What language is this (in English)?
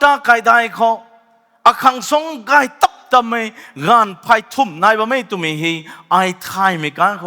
Rongmei Naga